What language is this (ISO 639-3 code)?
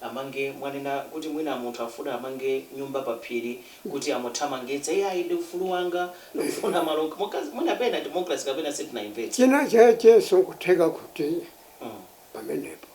nya